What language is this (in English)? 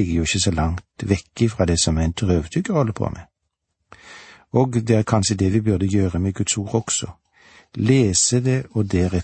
Norwegian